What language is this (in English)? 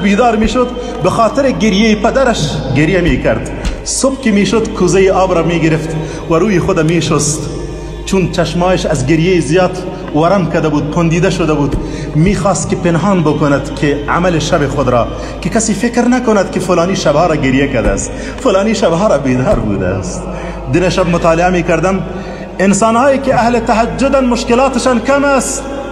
Persian